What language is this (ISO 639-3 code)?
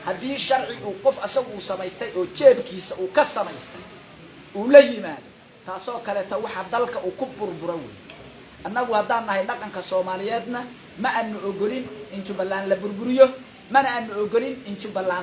som